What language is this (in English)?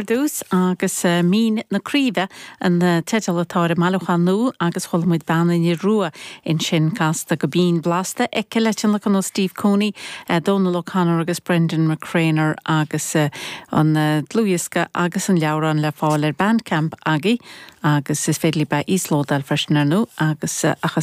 Irish